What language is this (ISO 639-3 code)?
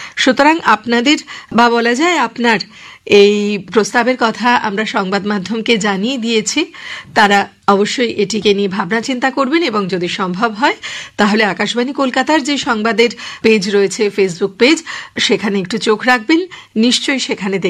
ben